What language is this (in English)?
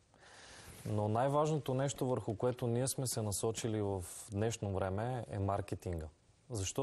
Bulgarian